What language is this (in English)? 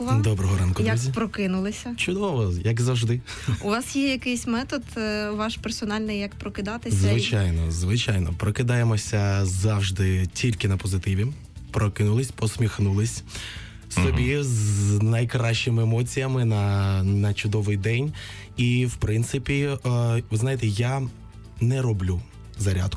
Ukrainian